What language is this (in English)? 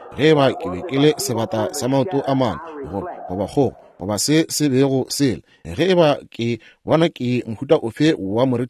Northern Sotho